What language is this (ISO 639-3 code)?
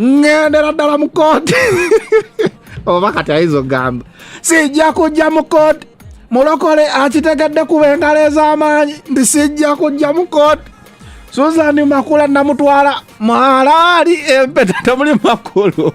lug